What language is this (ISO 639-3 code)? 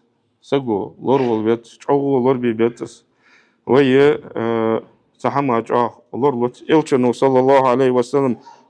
inh